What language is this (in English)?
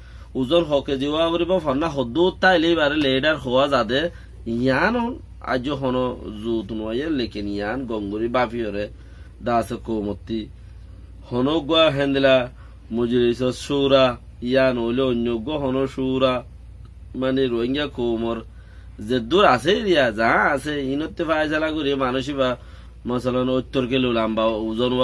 Rohingya